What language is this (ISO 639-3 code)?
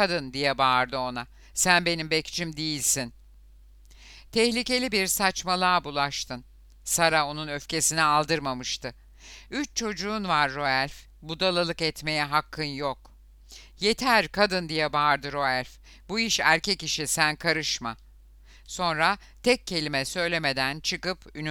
tur